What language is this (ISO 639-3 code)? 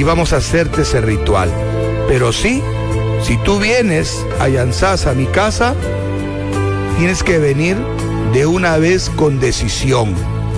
spa